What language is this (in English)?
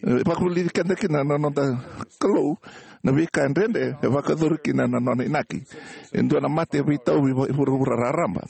Fijian